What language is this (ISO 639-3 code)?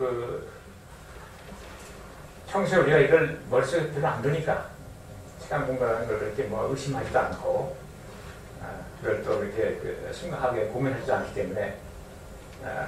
kor